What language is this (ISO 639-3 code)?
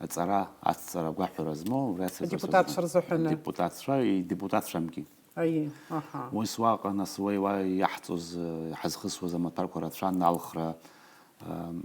abk